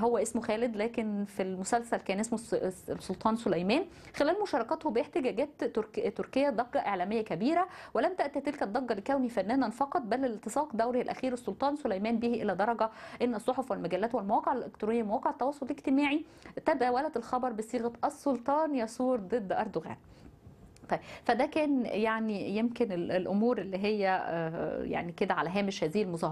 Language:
Egyptian Arabic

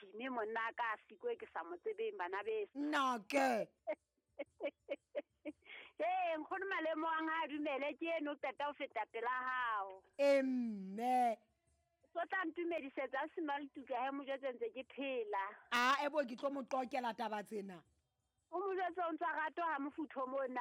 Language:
Southern Sotho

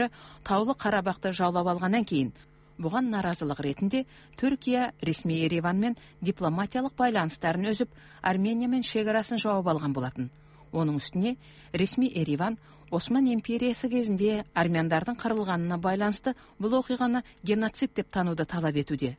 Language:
Kazakh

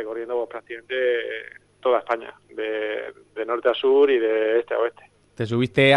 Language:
Spanish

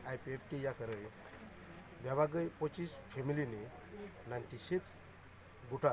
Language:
Kok Borok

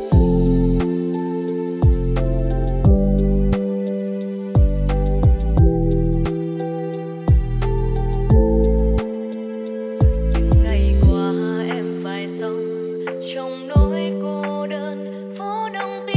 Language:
Vietnamese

